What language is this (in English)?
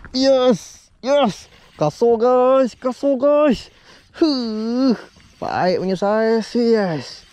Malay